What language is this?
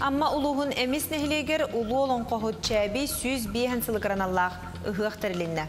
Yakut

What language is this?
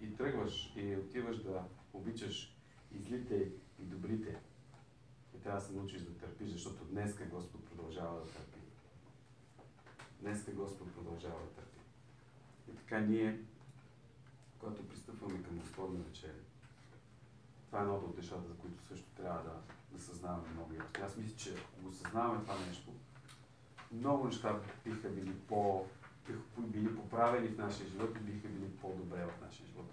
Bulgarian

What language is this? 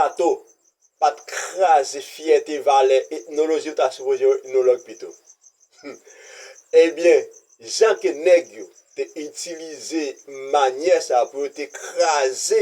Haitian Creole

